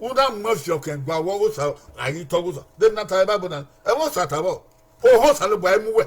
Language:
Bini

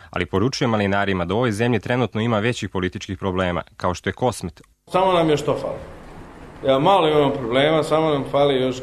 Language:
Serbian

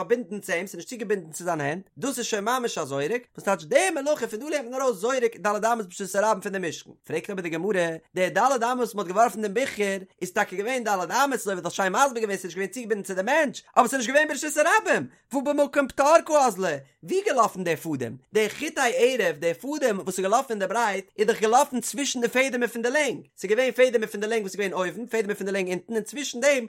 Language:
Yiddish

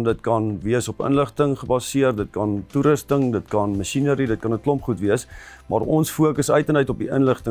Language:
Afrikaans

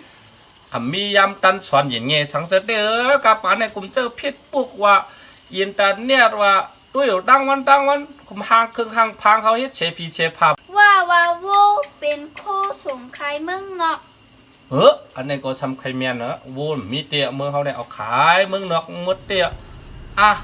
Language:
Shan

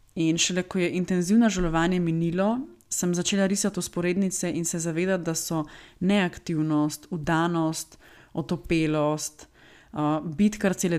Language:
Slovenian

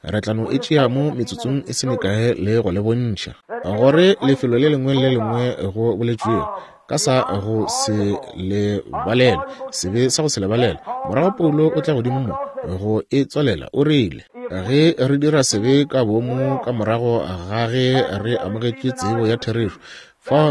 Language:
Northern Sotho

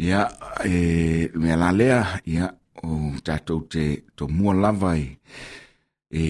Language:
Samoan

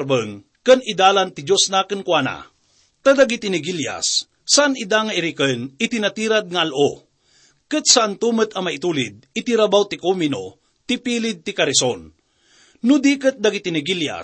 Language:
Iloko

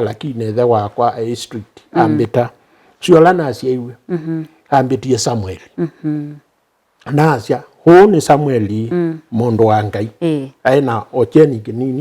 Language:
Kamba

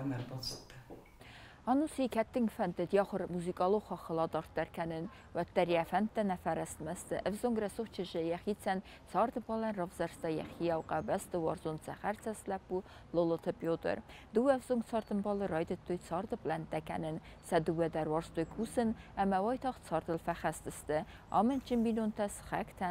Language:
Ossetic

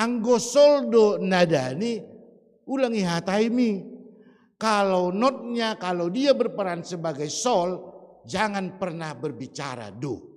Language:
Batak Simalungun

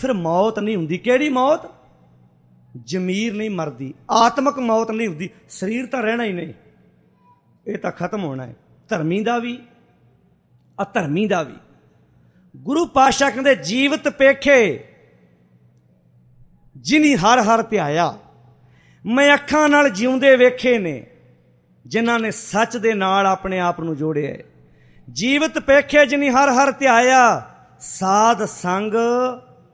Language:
Punjabi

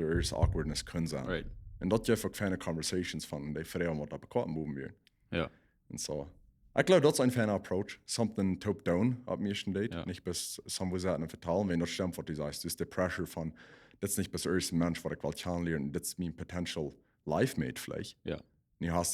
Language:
Plautdietsch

